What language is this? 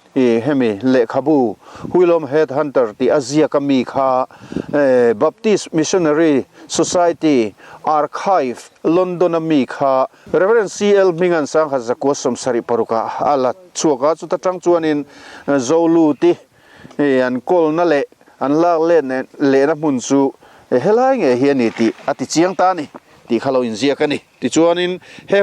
Mizo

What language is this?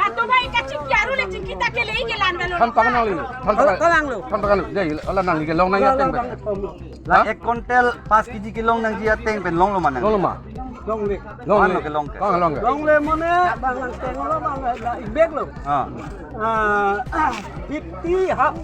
Karbi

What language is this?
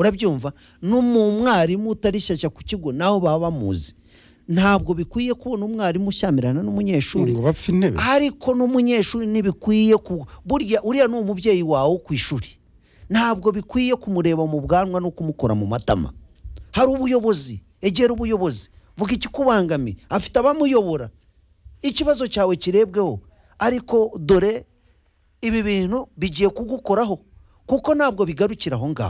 Kinyarwanda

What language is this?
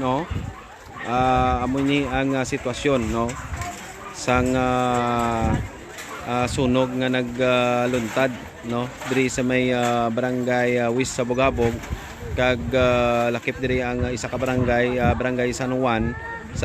Hiligaynon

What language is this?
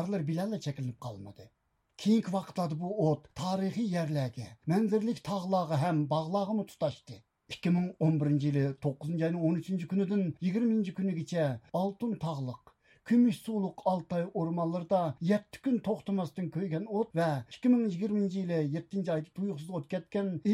Uyghur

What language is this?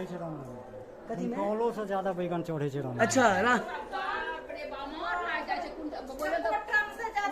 Maithili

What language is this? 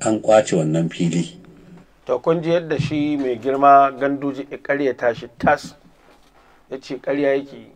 Hausa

